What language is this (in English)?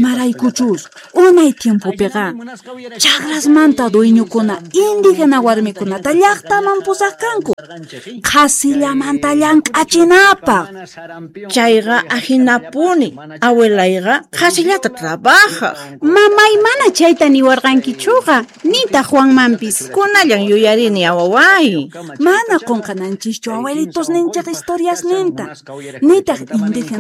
South Bolivian Quechua